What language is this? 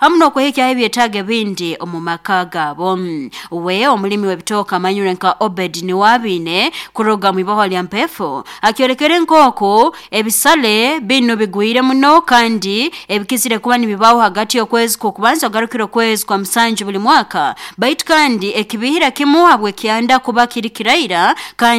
Nyoro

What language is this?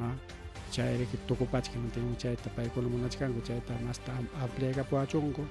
Ayacucho Quechua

